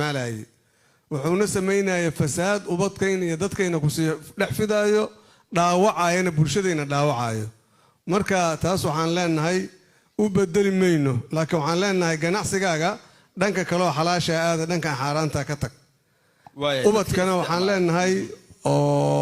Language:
Somali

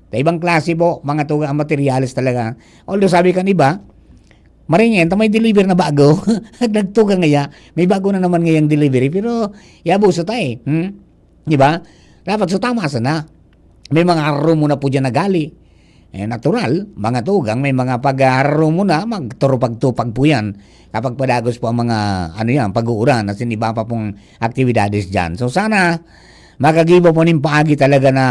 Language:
Bikol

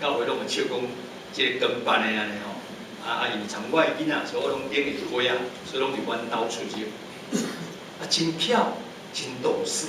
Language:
Min Nan Chinese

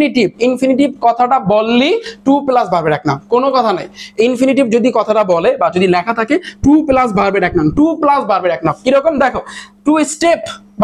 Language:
Bangla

